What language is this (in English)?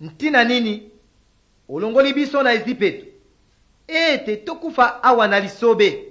Lingala